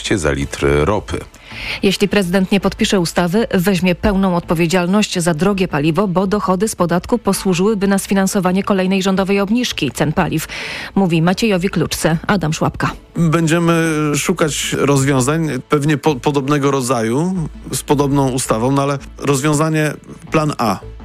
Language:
Polish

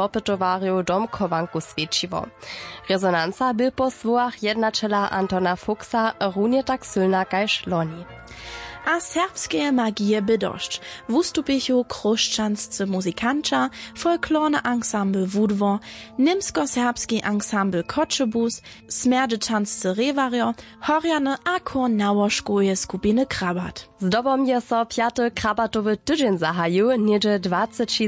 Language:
Upper Sorbian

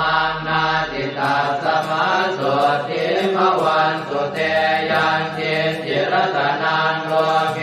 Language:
Pali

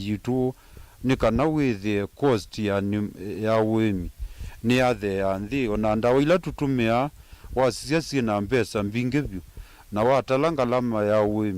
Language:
Kamba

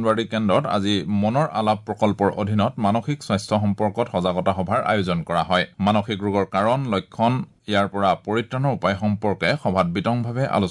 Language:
Assamese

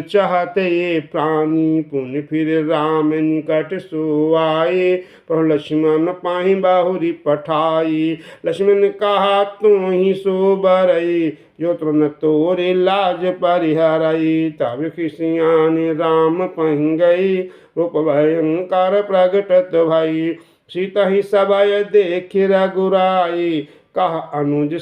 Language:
Awadhi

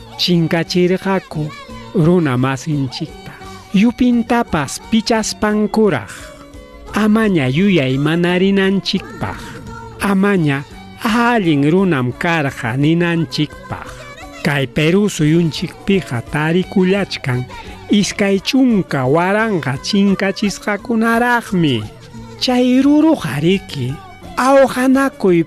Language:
Ayacucho Quechua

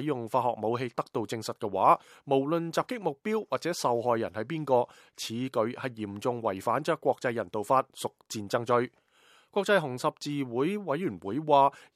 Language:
Cantonese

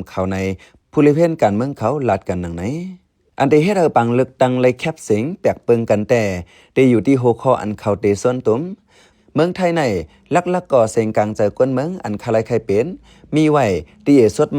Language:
Shan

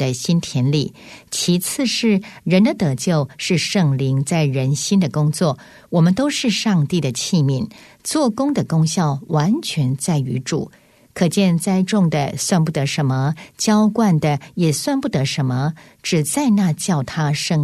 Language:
Chinese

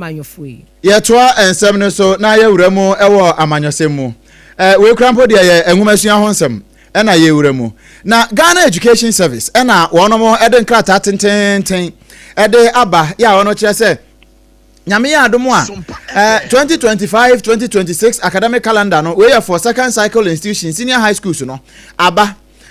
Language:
Akan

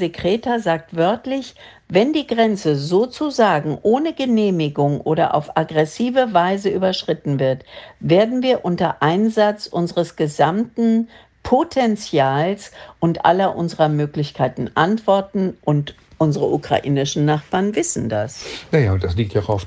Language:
German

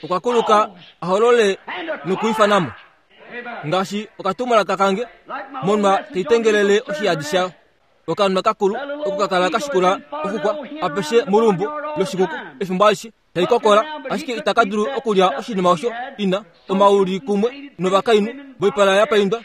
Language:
Kuanyama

